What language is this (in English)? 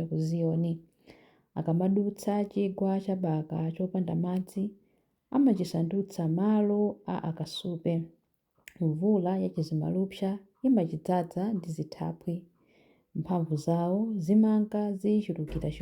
Nyanja